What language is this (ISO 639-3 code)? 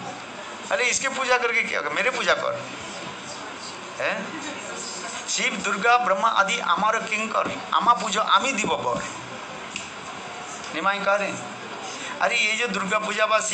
hin